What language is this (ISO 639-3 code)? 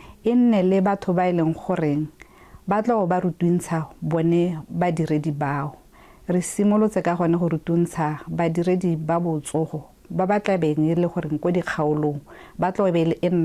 tsn